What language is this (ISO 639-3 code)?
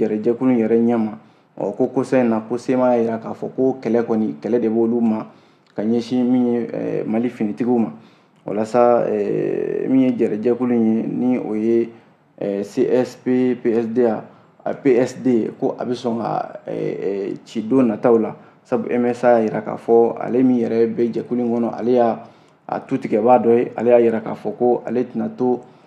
bam